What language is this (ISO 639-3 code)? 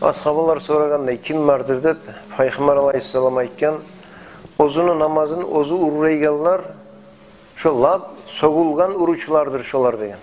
kum